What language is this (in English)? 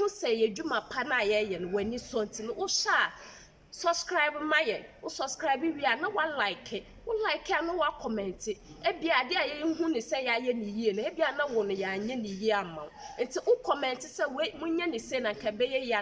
Akan